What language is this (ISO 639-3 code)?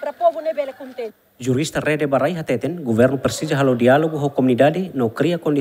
tet